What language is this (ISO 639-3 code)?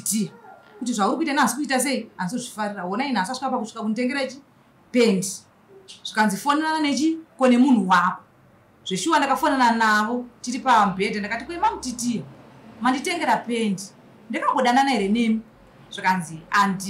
sna